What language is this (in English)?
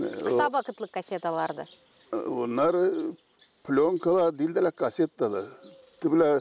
Gagauz